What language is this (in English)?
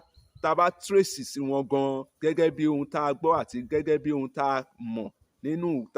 Yoruba